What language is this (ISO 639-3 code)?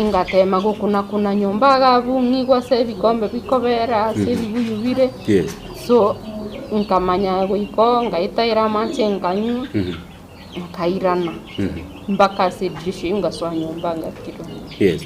guz